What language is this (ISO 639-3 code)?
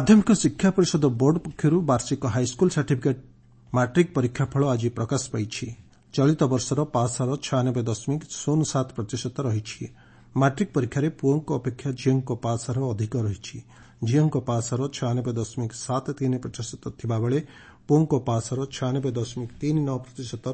ori